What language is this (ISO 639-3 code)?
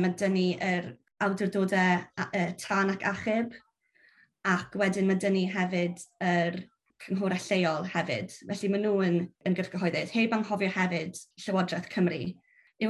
cym